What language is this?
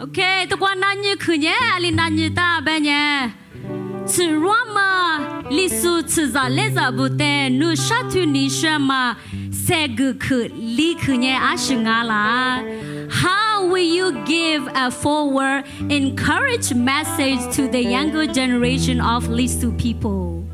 Lisu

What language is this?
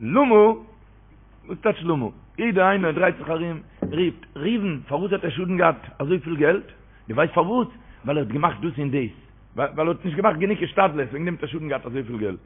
Yiddish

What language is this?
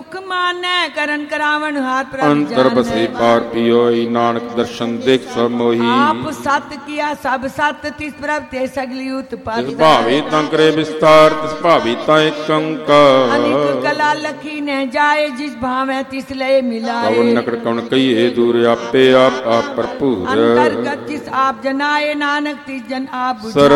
Punjabi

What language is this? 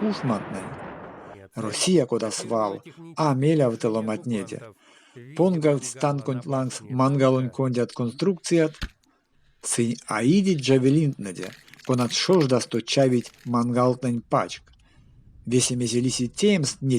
Erzya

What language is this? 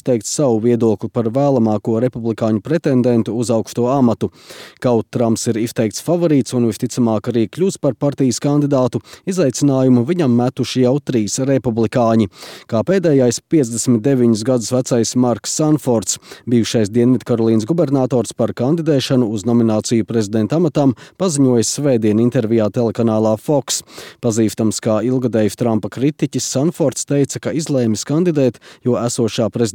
Latvian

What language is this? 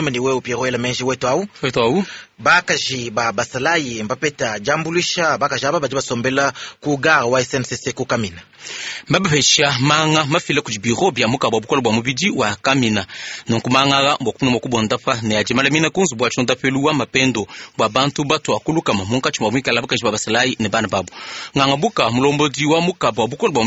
Luba-Lulua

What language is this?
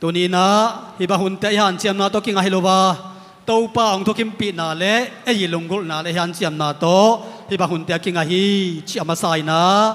Tedim Chin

